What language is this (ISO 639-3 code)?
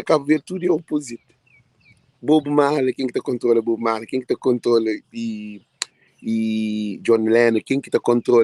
kea